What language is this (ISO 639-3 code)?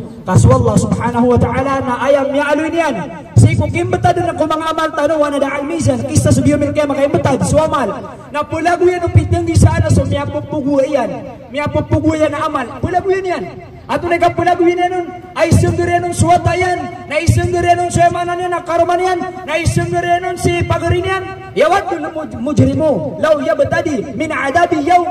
mrw